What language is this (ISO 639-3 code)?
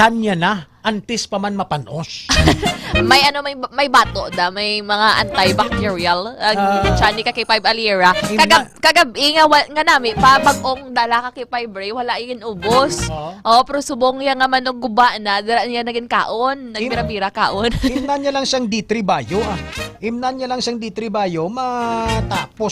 hil